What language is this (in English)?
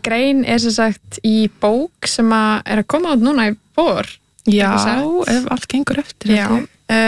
Icelandic